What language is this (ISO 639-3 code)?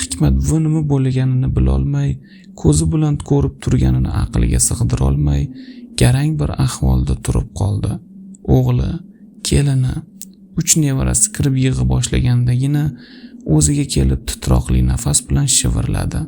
uzb